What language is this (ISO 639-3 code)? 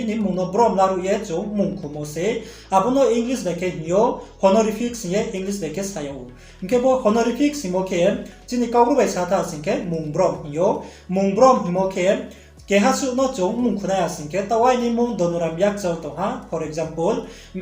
ria